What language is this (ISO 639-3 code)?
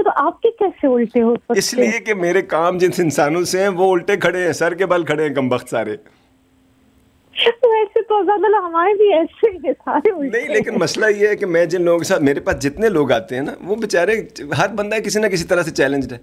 urd